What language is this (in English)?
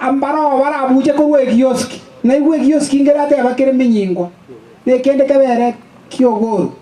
Gusii